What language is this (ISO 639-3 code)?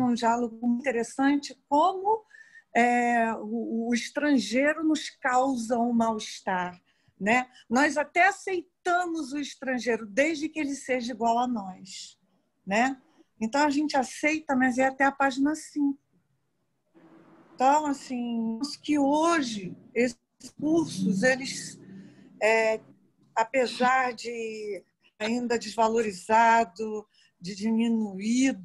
por